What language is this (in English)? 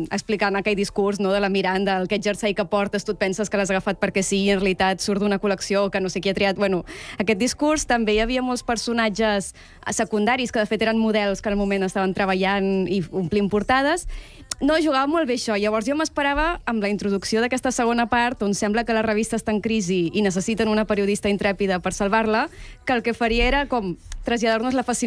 Catalan